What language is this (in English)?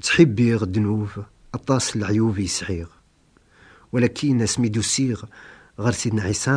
Kabyle